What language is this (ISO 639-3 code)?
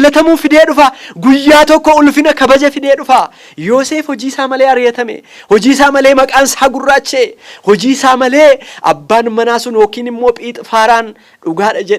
orm